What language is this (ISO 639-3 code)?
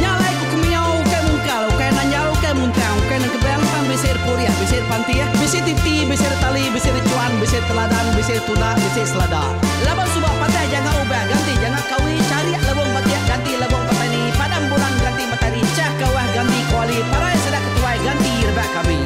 iba